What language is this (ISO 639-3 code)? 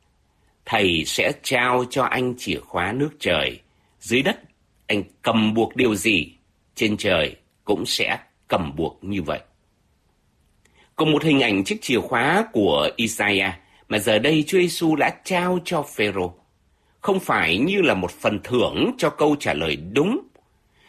vie